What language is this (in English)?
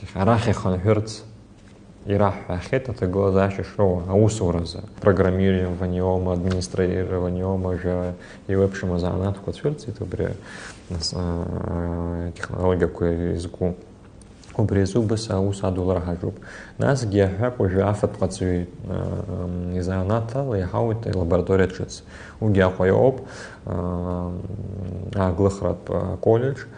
Abkhazian